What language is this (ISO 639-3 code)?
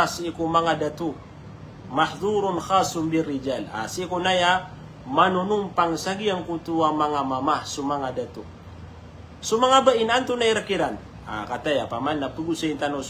mrw